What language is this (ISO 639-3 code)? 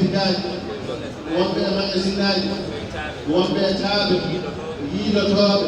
ful